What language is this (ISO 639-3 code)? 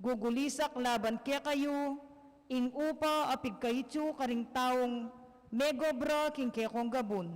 pam